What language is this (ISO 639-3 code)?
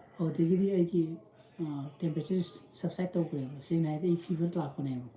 mni